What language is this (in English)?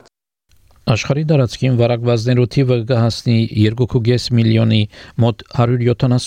Armenian